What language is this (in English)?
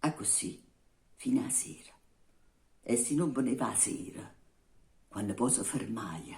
Neapolitan